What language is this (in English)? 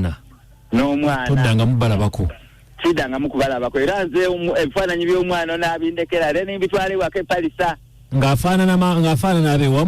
Ganda